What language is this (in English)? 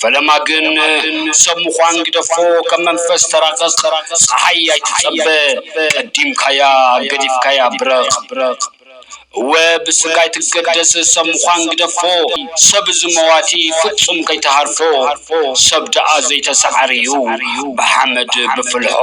Tigrinya